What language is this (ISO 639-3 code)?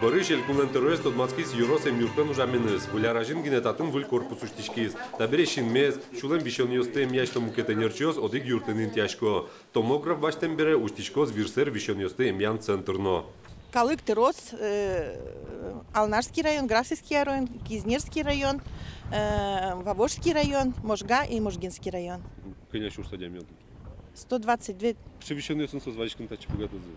udm